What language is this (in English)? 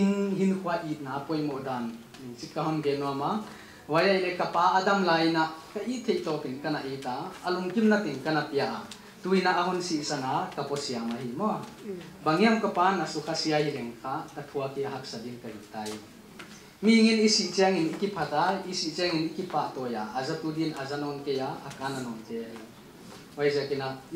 Paite Chin